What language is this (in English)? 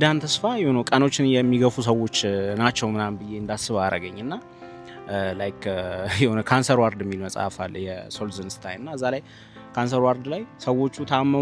Amharic